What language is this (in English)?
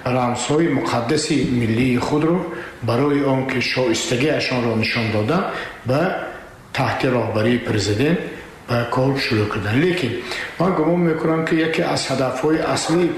Tajik